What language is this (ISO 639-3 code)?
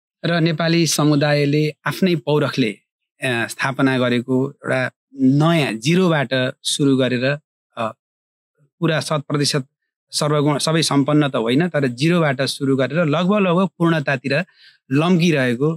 nep